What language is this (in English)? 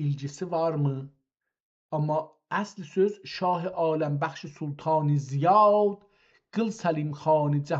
South Azerbaijani